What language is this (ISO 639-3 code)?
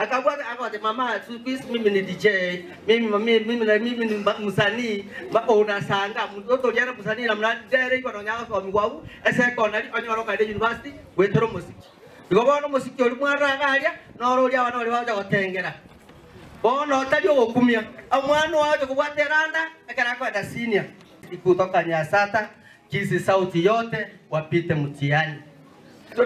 guz